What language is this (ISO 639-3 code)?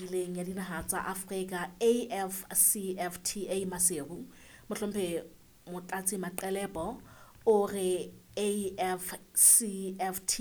sot